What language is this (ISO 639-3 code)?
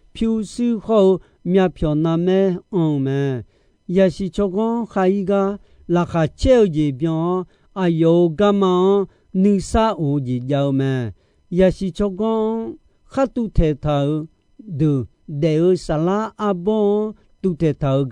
ahk